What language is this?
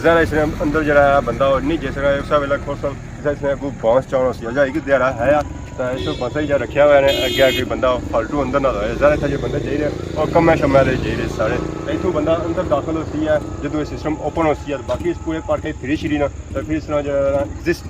Pahari-Potwari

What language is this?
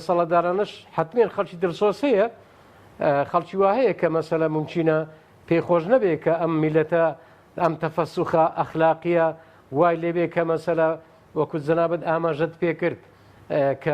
Central Kurdish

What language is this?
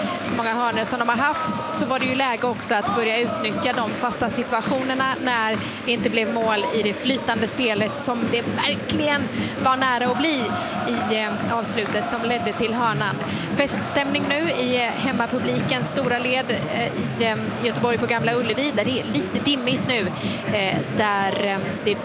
Swedish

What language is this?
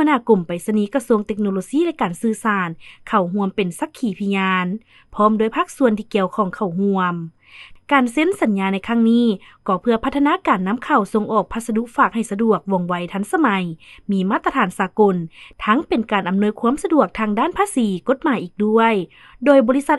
Lao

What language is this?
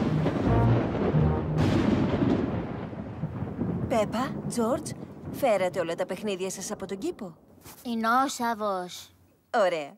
Greek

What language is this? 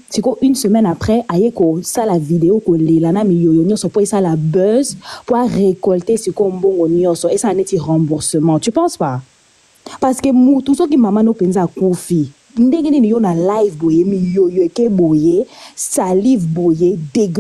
Lingala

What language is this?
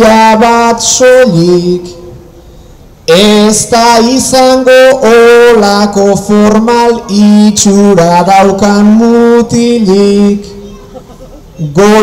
Basque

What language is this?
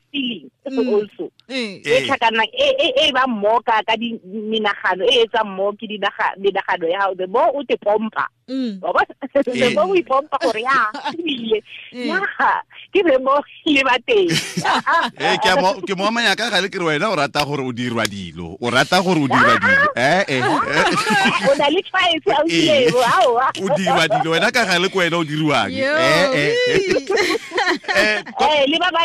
Tswana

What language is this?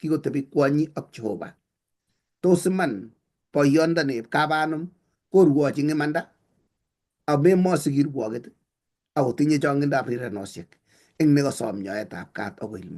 Kalenjin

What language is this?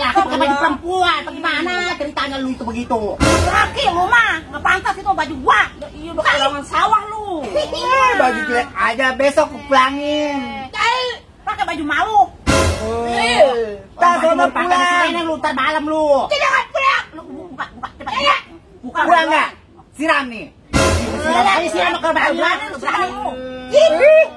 Betawi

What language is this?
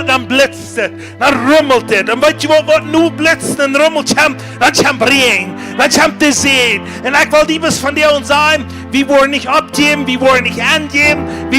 Plautdietsch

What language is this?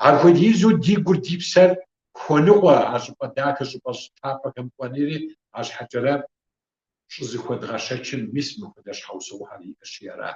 Kabardian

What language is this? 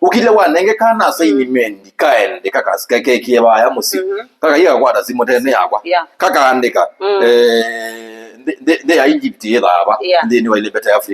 Kamba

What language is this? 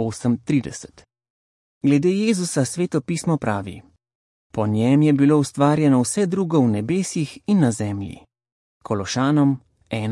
Slovenian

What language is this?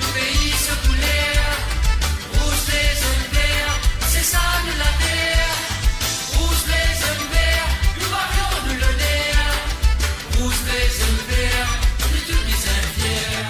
Morisyen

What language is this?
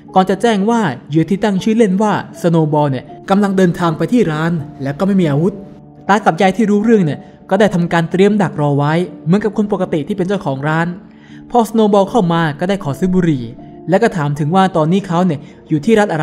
Thai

